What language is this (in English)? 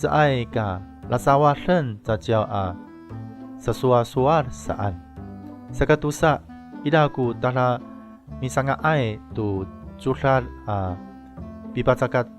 Amis